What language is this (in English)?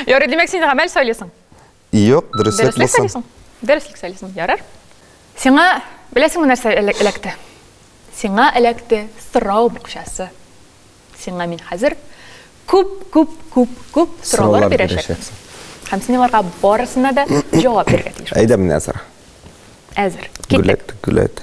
Tatar